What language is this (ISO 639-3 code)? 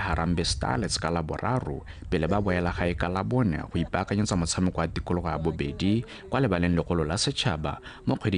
tsn